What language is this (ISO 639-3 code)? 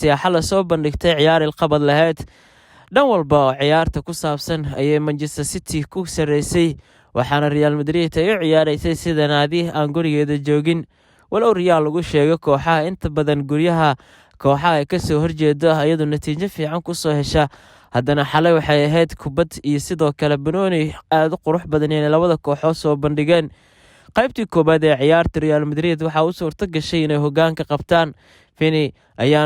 som